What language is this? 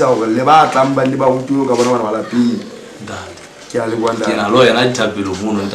Southern Sotho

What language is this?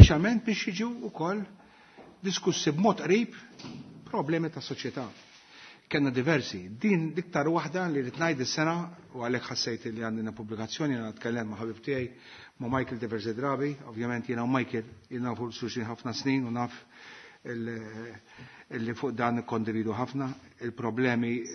Maltese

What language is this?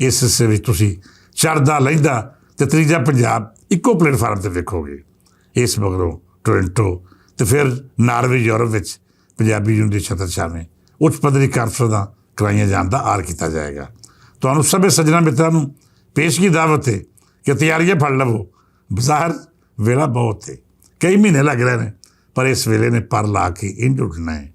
Western Panjabi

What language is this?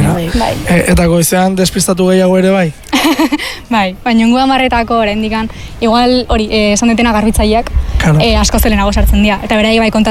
Basque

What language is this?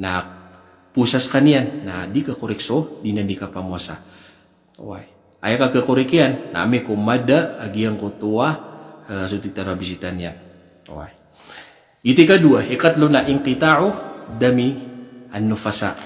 Maranao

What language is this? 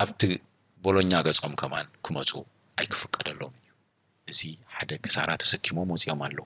Tigrinya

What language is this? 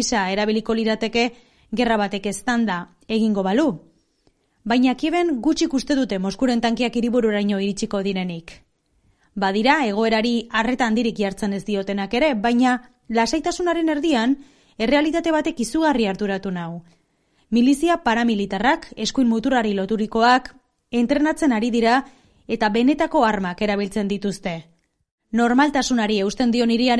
Basque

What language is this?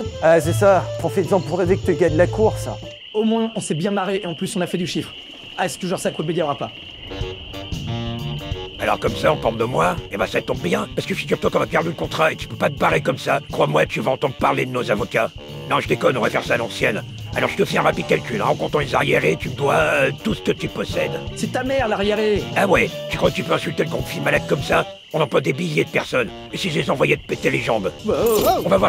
French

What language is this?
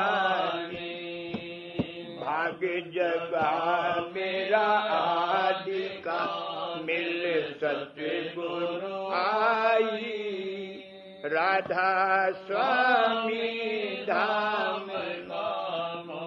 Hindi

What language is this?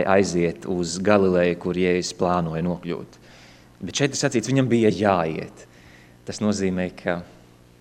Latvian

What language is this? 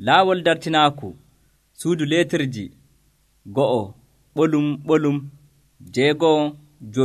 Nigerian Fulfulde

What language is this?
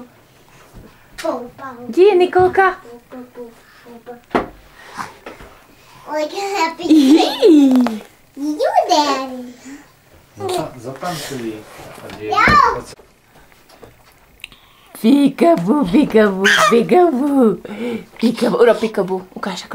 Slovak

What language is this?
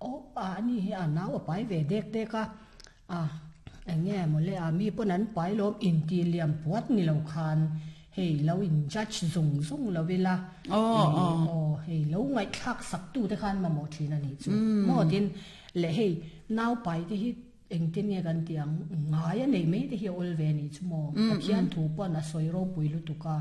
Mizo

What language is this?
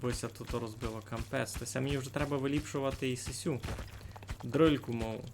Rusyn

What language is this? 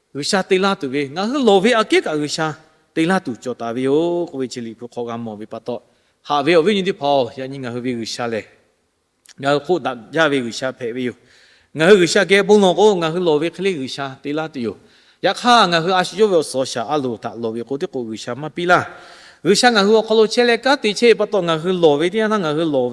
Lahu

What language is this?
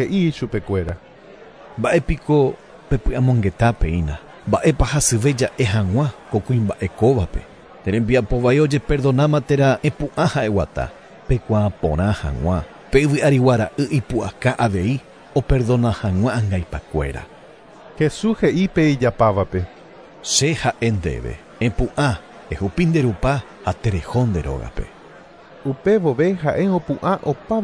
Guarani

